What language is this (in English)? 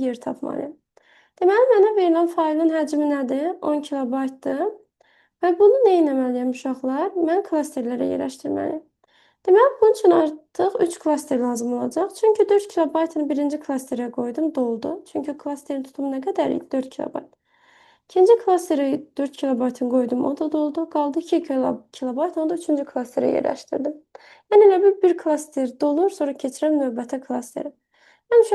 Azerbaijani